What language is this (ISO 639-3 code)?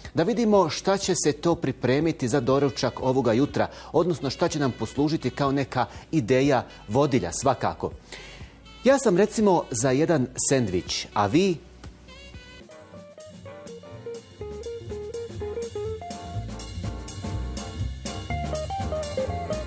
bos